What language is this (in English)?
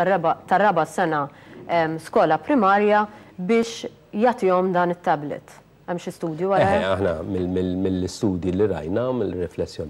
Maltese